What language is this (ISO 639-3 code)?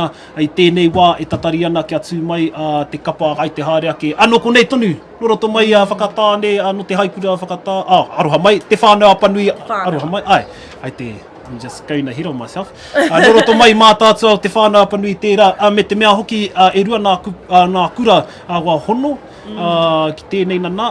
mri